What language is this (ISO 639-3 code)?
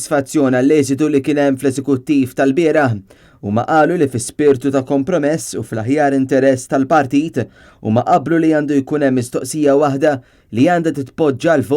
mlt